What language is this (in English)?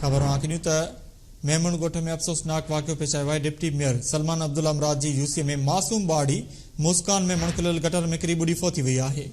Sindhi